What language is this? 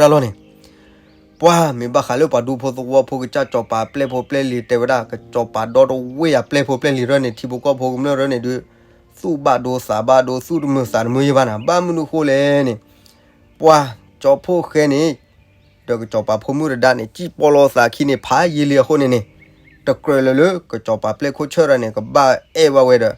S'gaw Karen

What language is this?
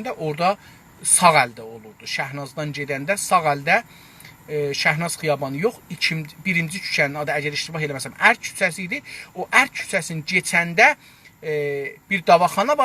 South Azerbaijani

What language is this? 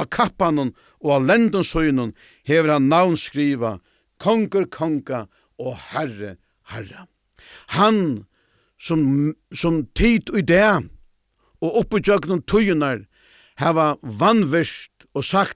Faroese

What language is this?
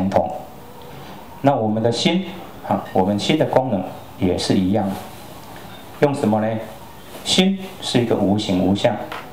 Chinese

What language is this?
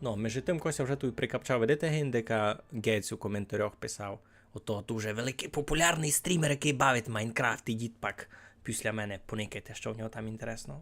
Rusyn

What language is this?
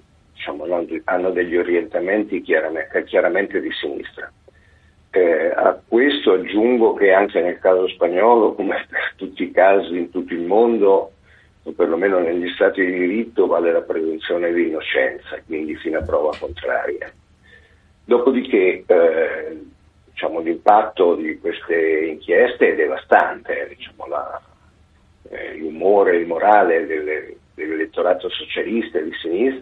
Italian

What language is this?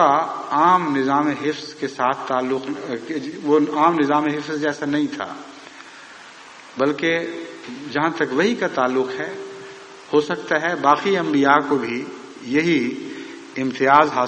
Urdu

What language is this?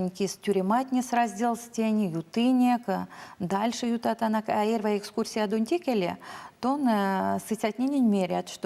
Erzya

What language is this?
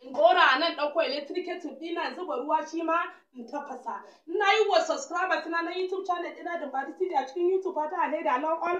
Hausa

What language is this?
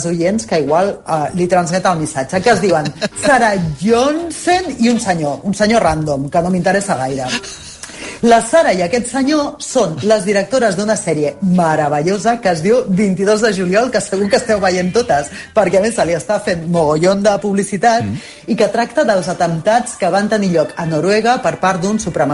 Catalan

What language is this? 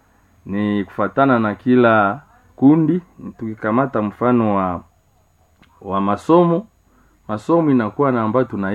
Swahili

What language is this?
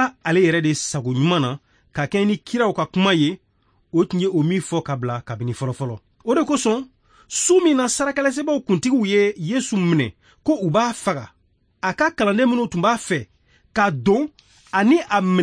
Bambara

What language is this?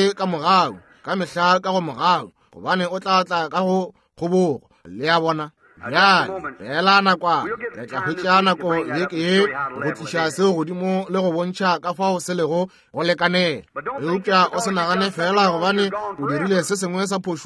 Northern Sotho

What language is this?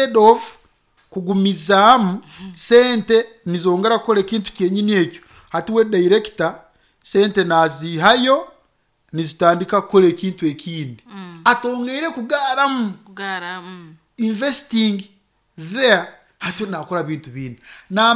Nyoro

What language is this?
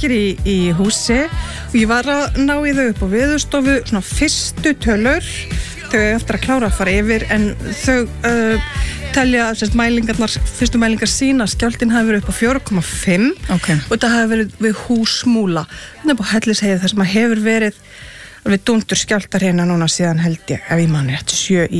Icelandic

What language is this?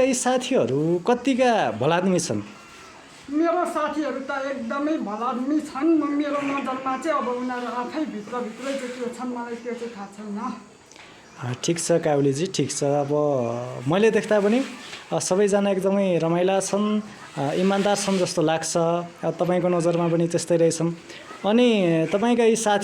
Nepali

